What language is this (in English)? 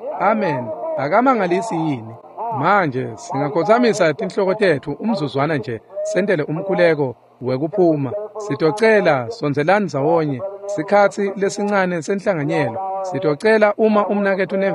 Swati